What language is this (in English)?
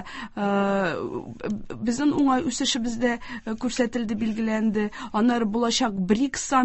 Tatar